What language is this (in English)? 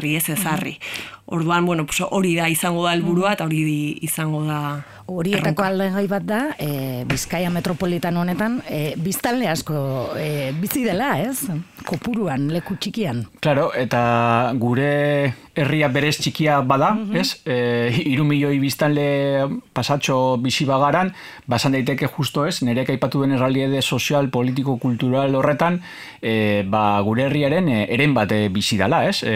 Basque